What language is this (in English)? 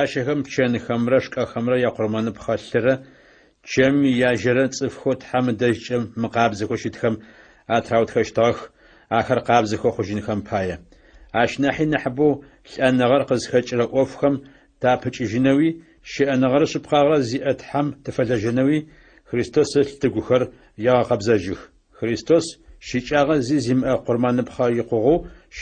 Adyghe